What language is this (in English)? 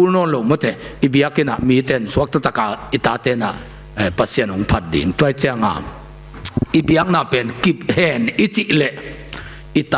Tedim Chin